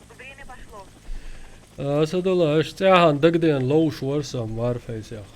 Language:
Chechen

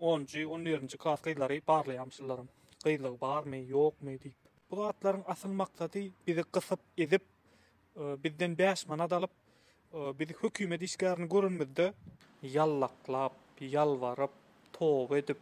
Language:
Turkmen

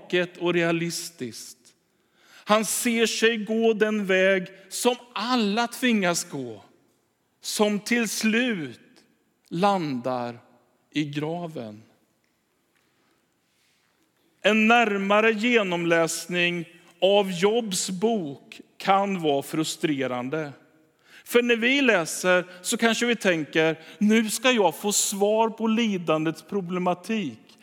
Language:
Swedish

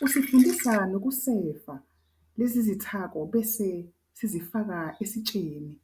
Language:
Zulu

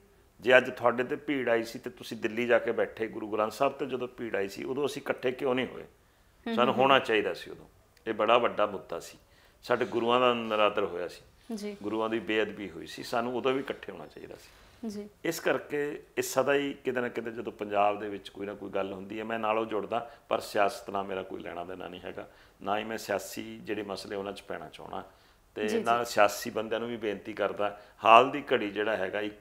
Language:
Punjabi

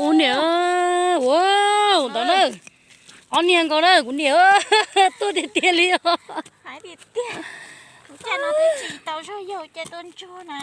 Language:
Hmong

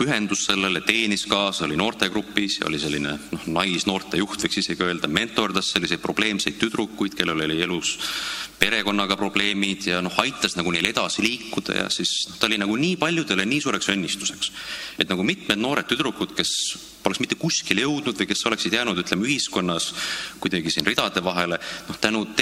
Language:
Estonian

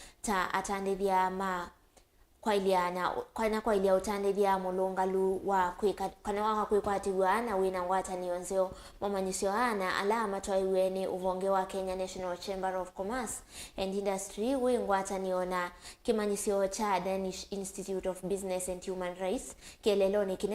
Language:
Kamba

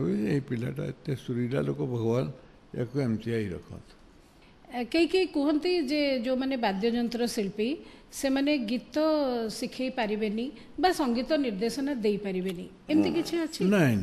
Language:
Odia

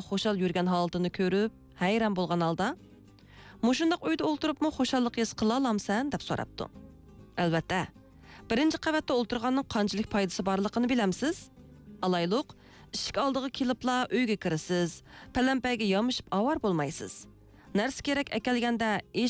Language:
Uyghur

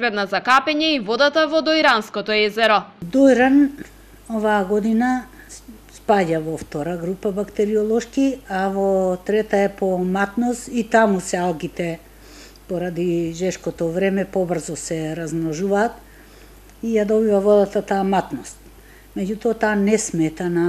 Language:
Macedonian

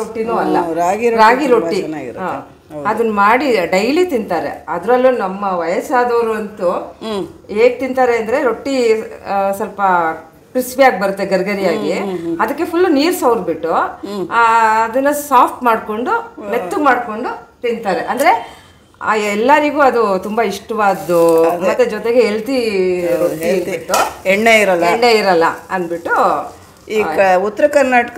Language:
Kannada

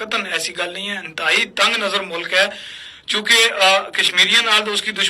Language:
Gujari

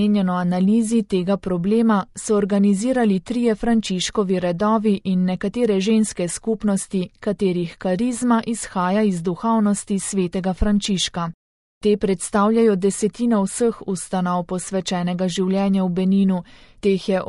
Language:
Slovenian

